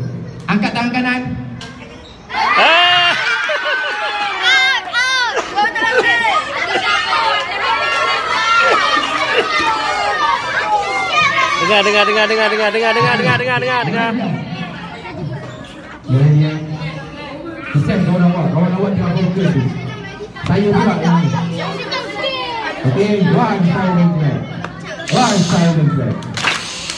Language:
Malay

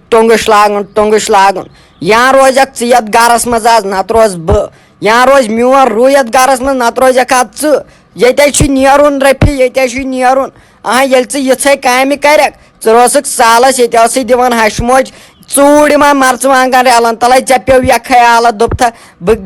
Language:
Kashmiri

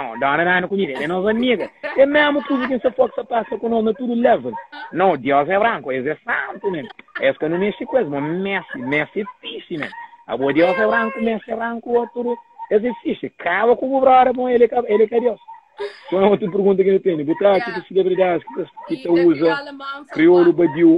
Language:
Kabuverdianu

